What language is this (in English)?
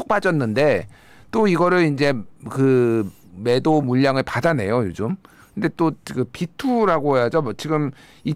Korean